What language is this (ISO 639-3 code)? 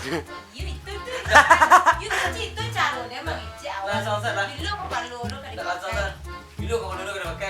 min